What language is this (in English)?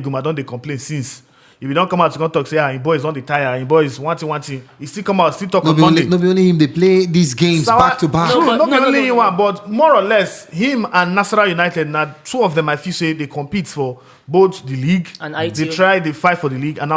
Nigerian Pidgin